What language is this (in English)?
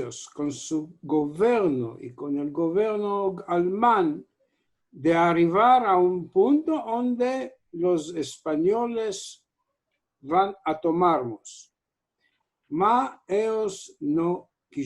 Ladino